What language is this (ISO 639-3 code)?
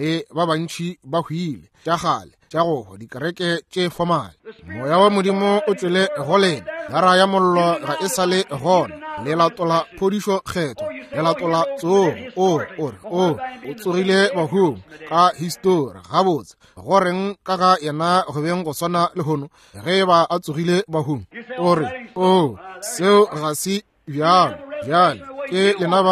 nso